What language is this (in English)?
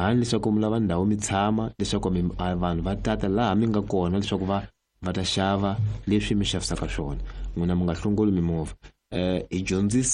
Tsonga